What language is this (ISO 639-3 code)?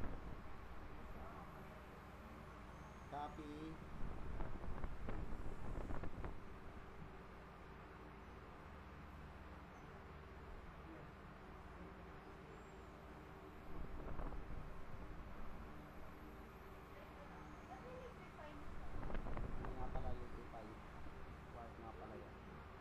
fil